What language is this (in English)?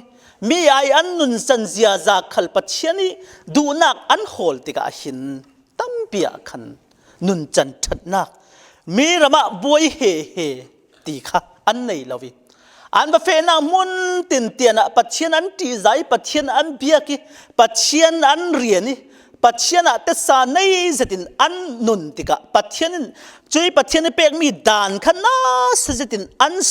Falam Chin